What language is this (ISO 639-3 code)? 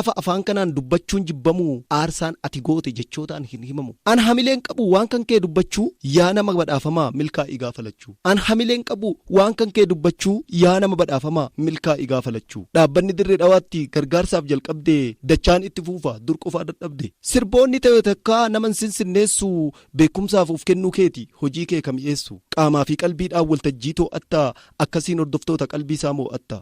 orm